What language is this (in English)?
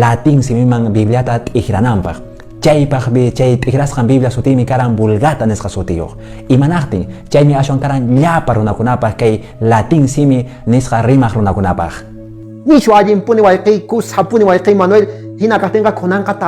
Quechua